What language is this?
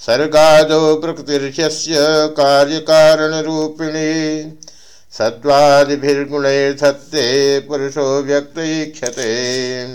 Sanskrit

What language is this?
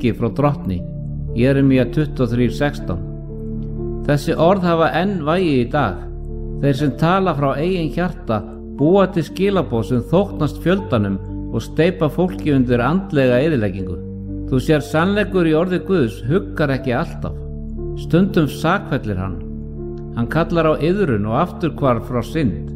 Icelandic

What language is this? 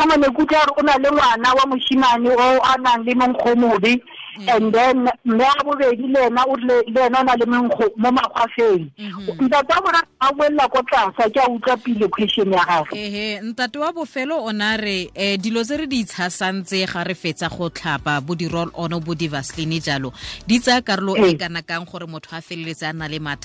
Tswana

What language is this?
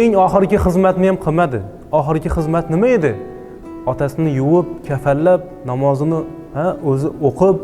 Uzbek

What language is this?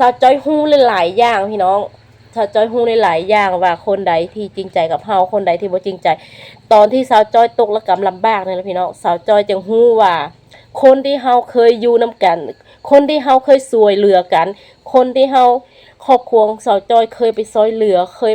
Lao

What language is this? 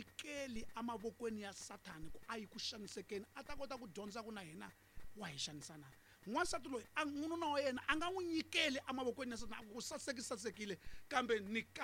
Tsonga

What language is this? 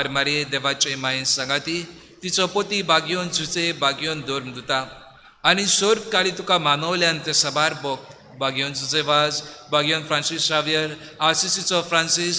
Konkani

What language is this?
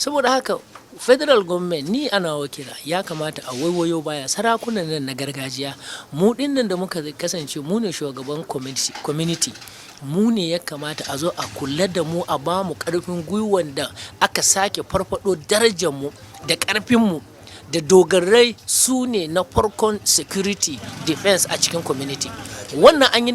Hausa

